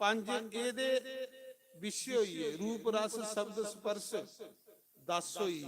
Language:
Dogri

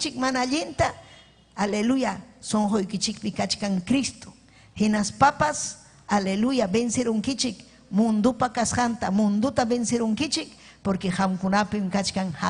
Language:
Ayacucho Quechua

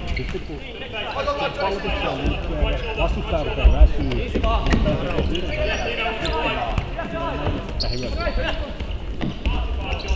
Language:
Finnish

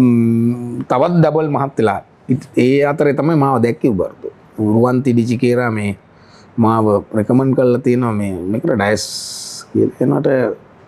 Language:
Sinhala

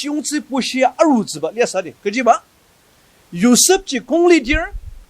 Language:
Ao Naga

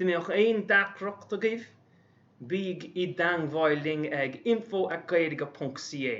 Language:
Irish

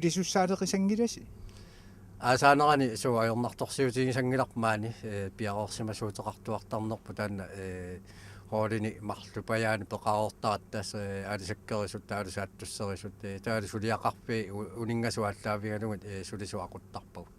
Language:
Kalaallisut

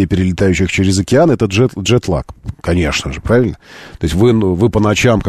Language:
Russian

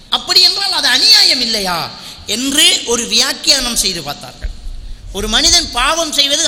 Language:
Tamil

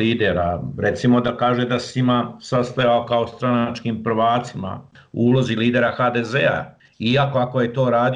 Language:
Bosnian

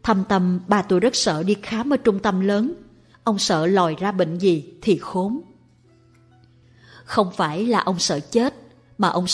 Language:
Vietnamese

